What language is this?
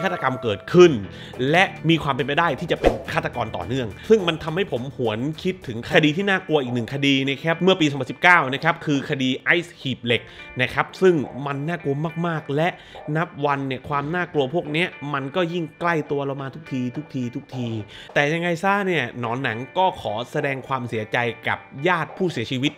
Thai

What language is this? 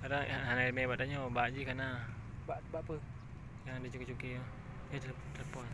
Achinese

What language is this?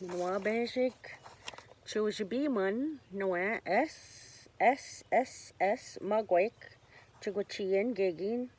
Ojibwa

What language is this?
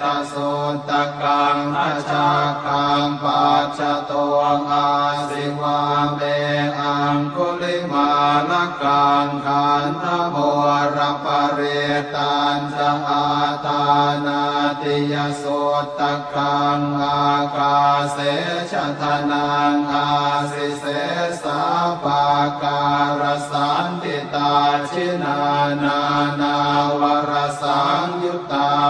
Pali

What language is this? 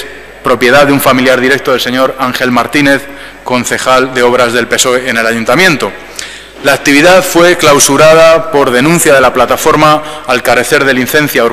Spanish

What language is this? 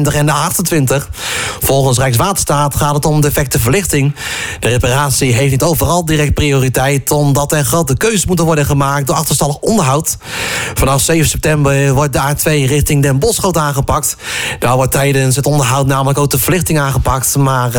Dutch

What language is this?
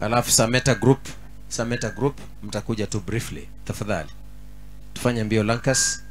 Gusii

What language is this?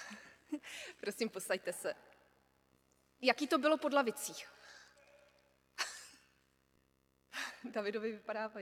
Czech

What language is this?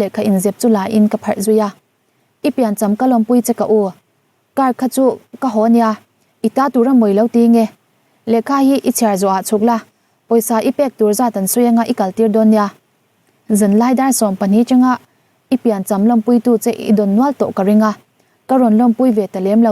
Mizo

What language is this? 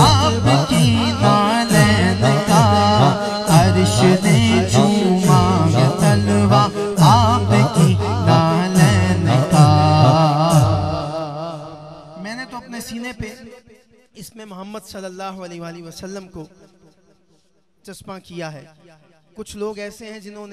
Urdu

